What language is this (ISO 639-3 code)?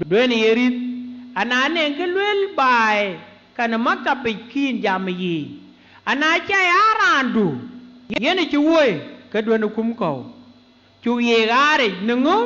din